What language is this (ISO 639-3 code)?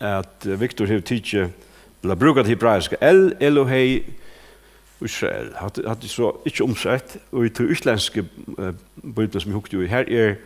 fao